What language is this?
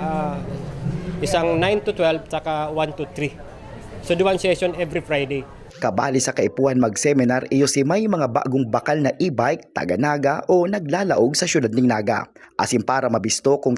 Bikol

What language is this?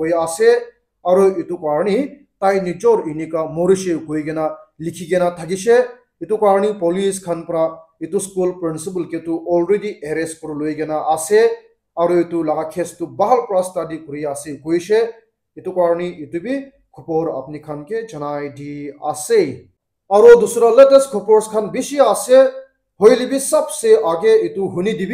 Naga Pidgin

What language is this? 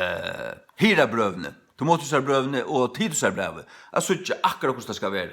Faroese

